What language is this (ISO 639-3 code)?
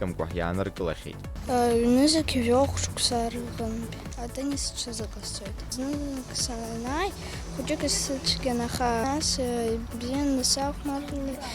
abk